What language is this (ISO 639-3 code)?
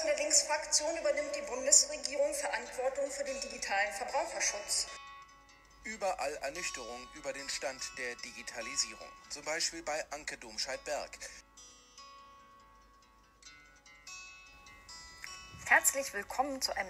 deu